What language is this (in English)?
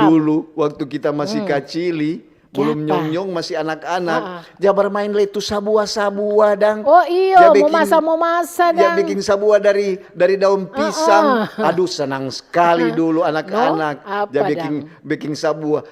Manado Malay